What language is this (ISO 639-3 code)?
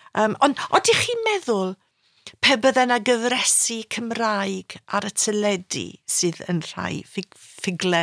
cym